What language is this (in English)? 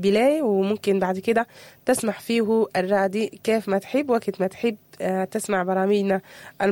Sudanese Arabic